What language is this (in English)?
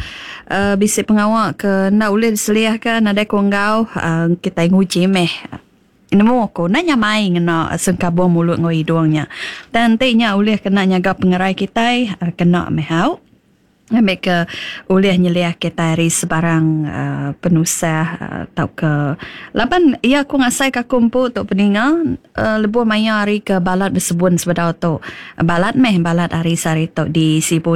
Iban